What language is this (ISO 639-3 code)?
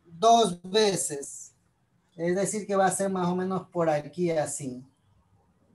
spa